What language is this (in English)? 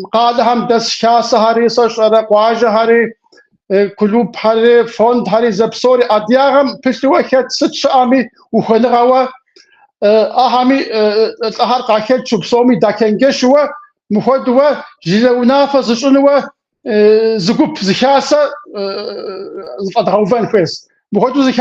Kabardian